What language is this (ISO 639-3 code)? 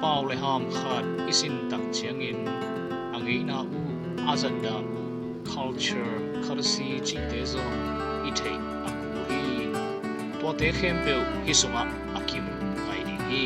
ctd